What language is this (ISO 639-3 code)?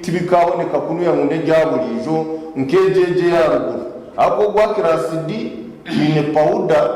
nyn